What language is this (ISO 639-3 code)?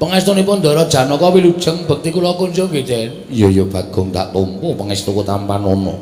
jav